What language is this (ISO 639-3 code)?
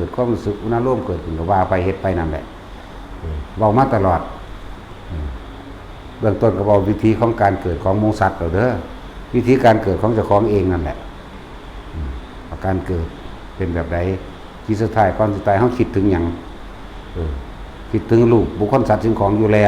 tts